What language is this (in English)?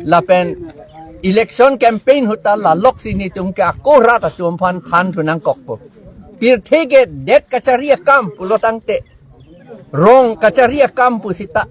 Karbi